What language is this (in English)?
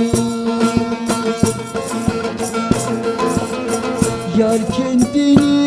Turkish